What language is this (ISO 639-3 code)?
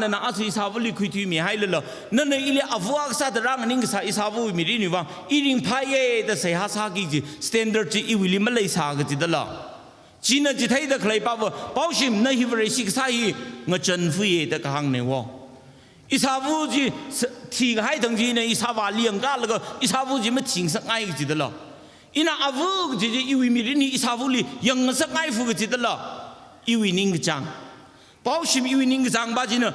nmf